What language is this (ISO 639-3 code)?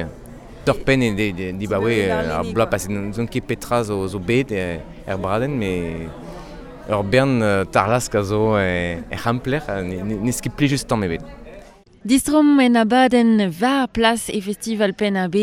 bre